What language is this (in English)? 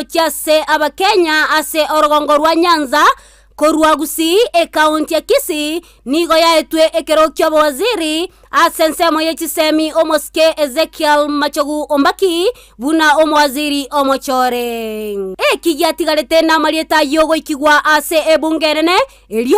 Gusii